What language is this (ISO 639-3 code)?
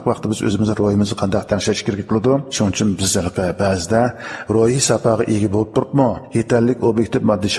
uig